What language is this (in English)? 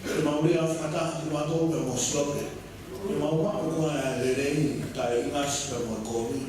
Tongan